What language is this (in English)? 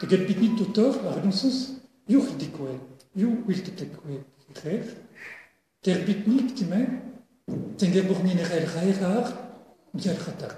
Breton